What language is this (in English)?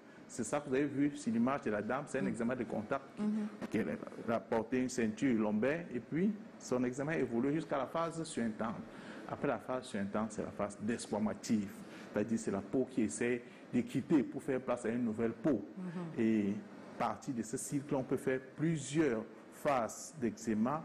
French